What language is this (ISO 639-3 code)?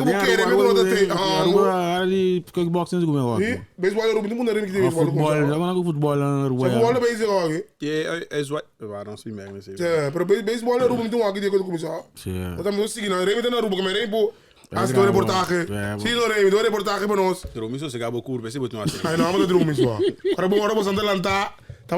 pap